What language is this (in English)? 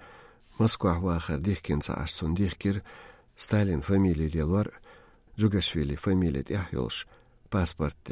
Chechen